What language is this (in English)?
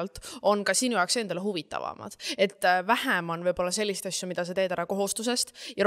Estonian